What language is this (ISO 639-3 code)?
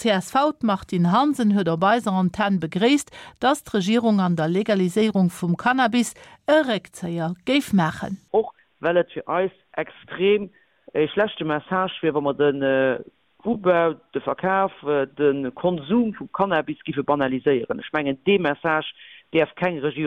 ltz